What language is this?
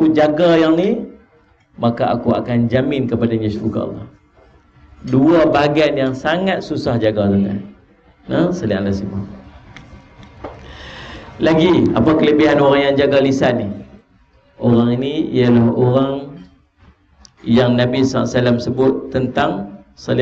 Malay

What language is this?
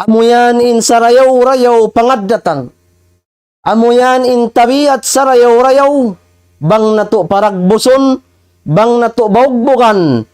Tausug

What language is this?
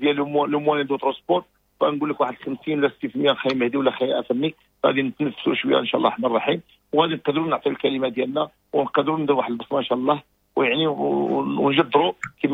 Moroccan Arabic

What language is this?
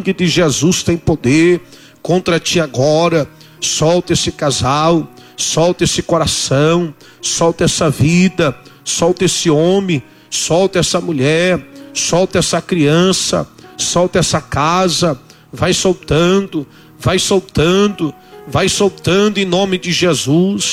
Portuguese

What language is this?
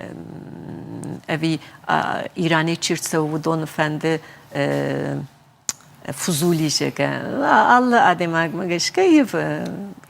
Ossetic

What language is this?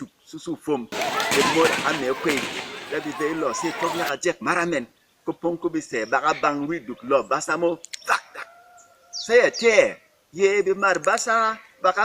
Berom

